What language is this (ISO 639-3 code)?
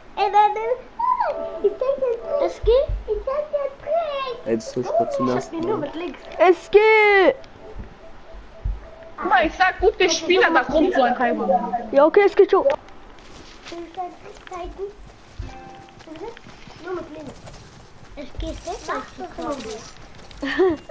deu